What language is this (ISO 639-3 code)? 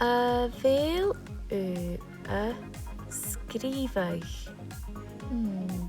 gla